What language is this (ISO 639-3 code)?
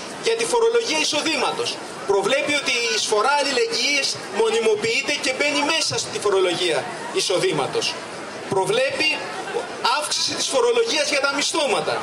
ell